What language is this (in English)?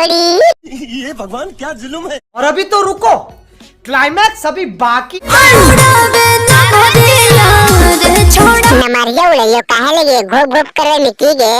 Magahi